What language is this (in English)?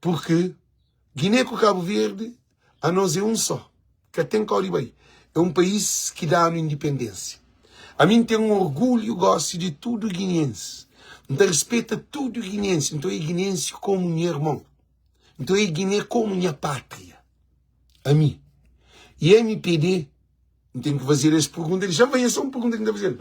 Kabuverdianu